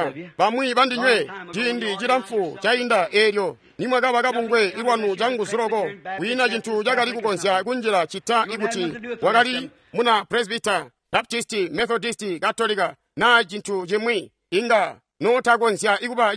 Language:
Tonga (Zambia)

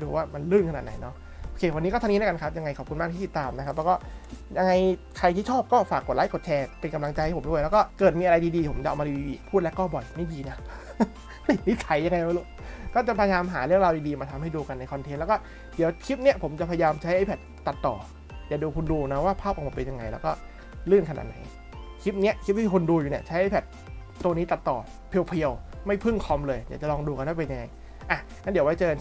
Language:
Thai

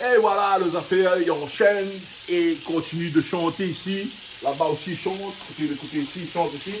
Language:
Réunion Creole French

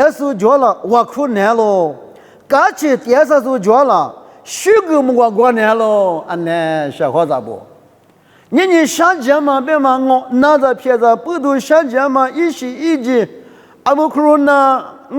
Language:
Lisu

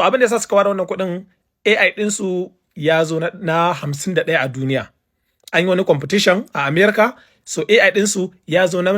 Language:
Hausa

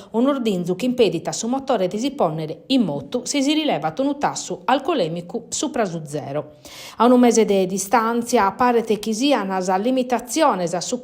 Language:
Sardinian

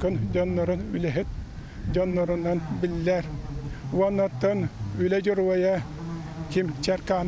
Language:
Yakut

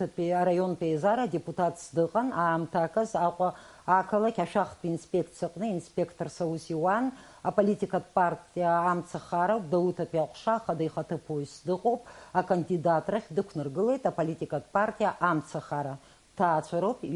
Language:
Abkhazian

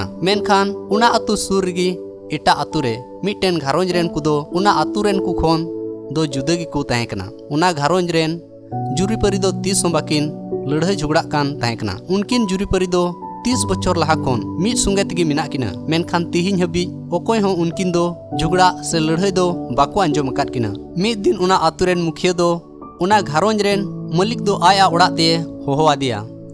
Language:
Santali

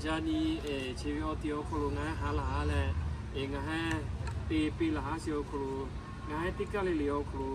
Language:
Lahu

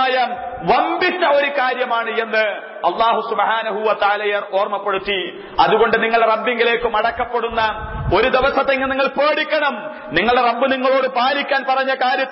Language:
Malayalam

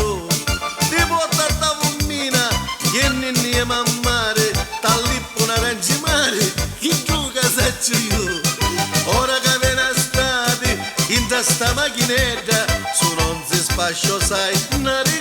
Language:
Neapolitan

